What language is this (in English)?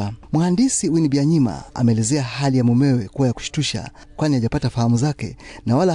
Swahili